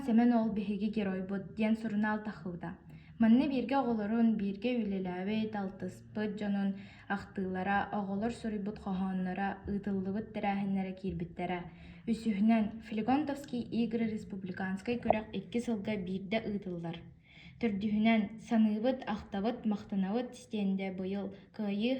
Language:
Yakut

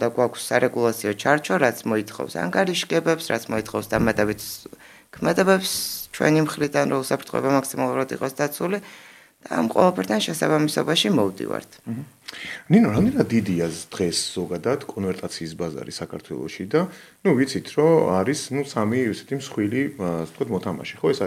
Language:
Georgian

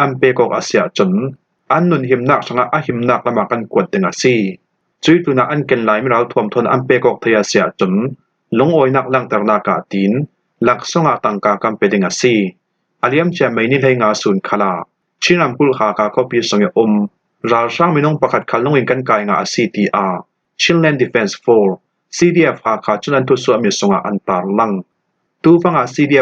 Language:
Falam Chin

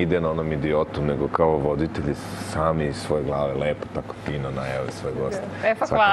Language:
Serbian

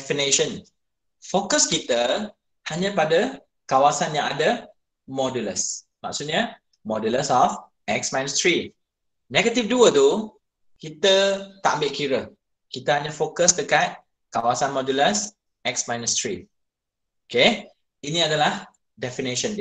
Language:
Malay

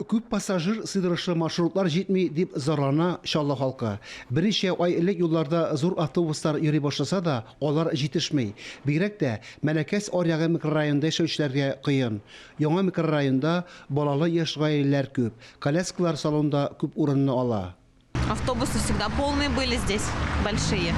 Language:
Tatar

